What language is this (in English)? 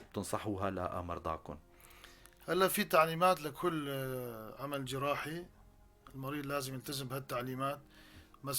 North Levantine Arabic